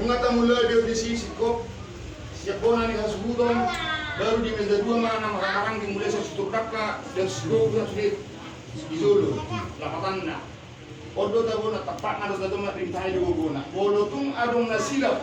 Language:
Batak Toba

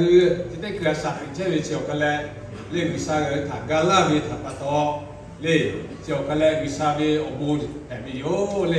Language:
Lahu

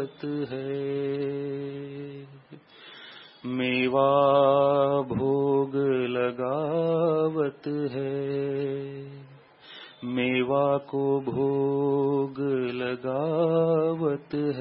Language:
Marathi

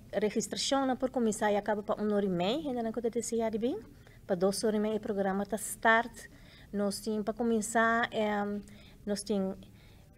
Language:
Papiamento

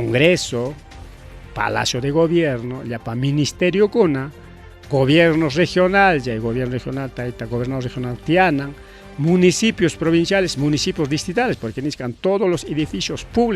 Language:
Ayacucho Quechua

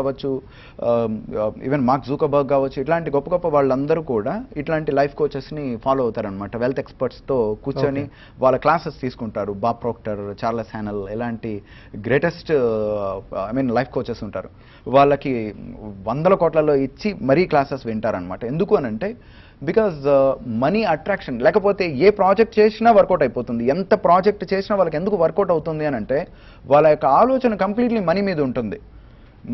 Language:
Telugu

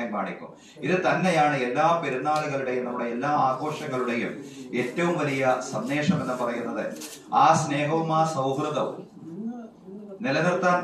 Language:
Malayalam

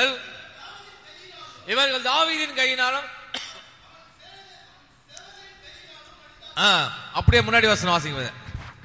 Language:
Tamil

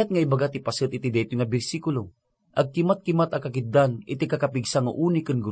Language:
Iloko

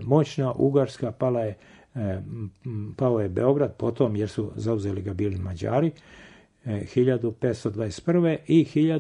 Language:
Serbian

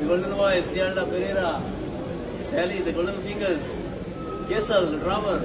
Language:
Konkani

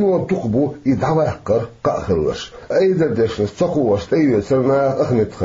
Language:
Chechen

